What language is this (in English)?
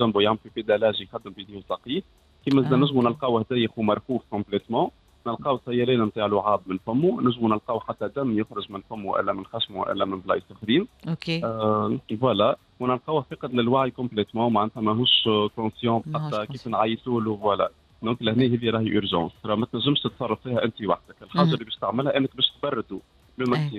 Tunisian Arabic